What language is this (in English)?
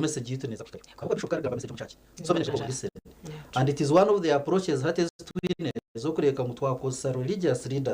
Nyankole